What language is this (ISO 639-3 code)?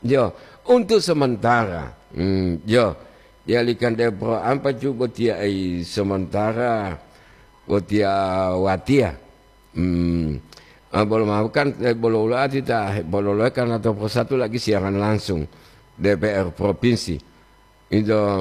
gor